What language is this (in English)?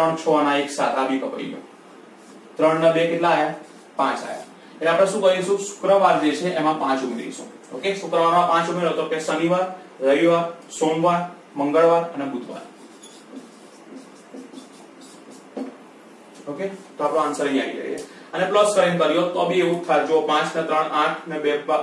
Gujarati